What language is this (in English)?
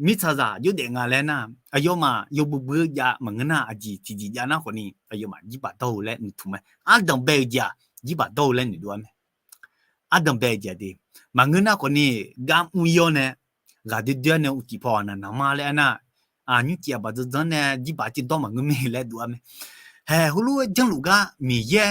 Akha